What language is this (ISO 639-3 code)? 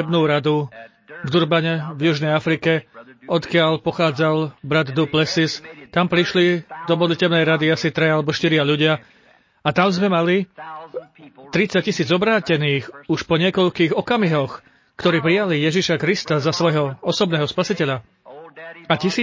slk